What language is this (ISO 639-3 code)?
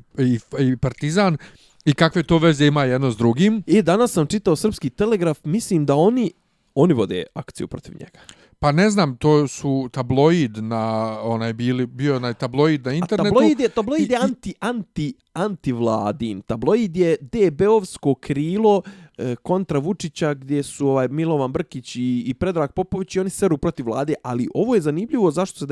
bos